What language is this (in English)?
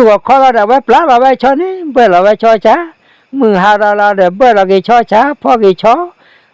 S'gaw Karen